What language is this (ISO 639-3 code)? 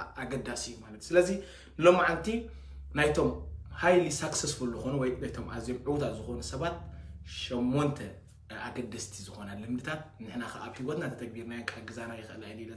tir